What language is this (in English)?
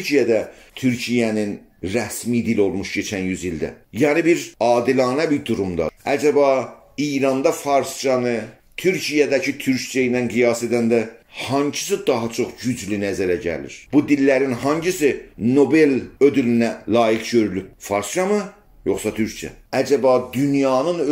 South Azerbaijani